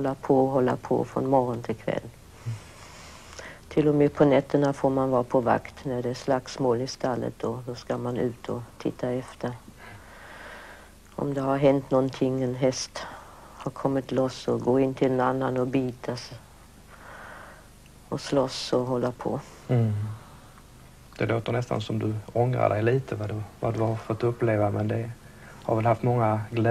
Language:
Swedish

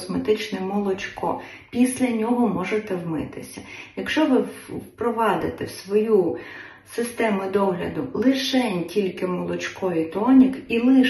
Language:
Ukrainian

